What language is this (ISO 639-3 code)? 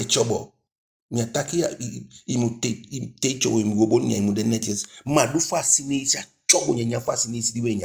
djk